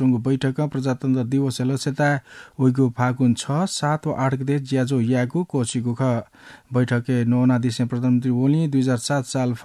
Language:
Newari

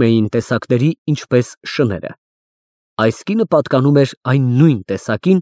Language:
Armenian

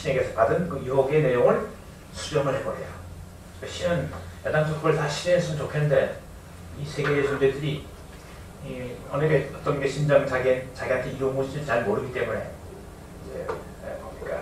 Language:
Korean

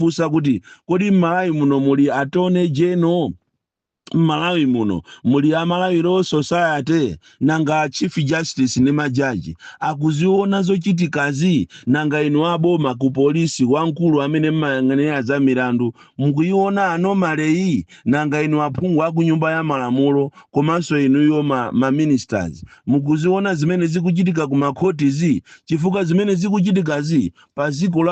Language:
Nyanja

